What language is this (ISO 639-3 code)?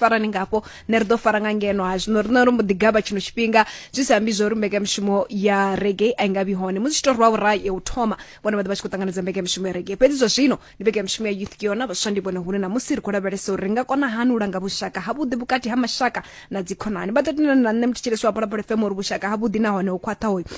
ven